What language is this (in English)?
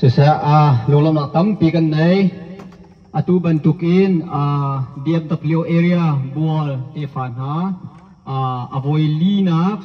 Hakha Chin